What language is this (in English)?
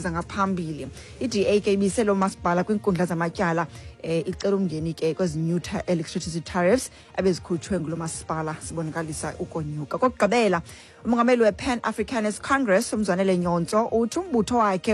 Xhosa